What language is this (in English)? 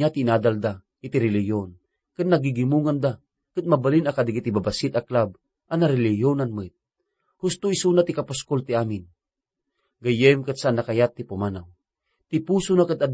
Iloko